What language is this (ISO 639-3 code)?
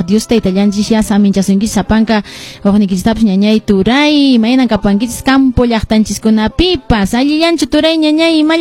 que